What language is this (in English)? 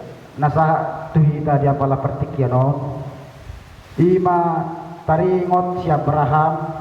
Batak Toba